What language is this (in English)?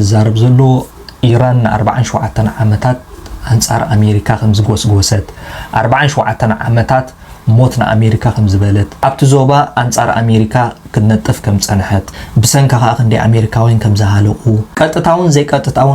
Tigrinya